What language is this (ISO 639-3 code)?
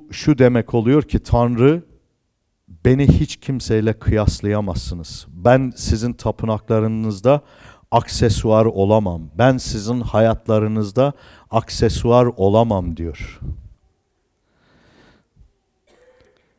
tur